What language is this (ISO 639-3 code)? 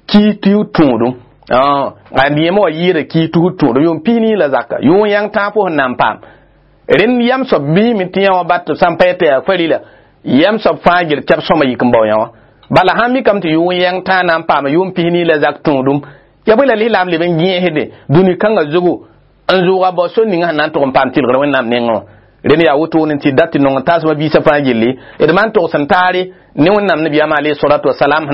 mos